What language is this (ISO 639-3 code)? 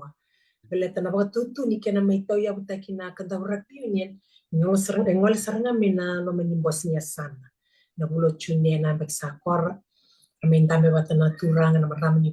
fij